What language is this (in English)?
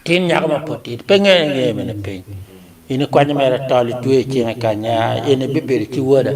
Acoli